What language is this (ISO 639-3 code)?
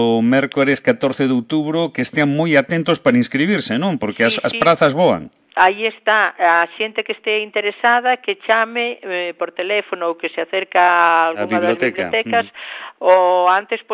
glg